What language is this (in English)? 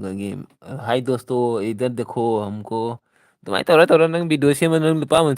Manipuri